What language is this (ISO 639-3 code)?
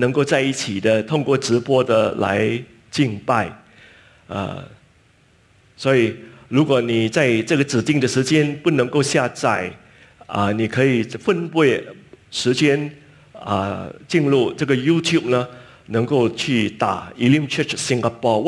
zho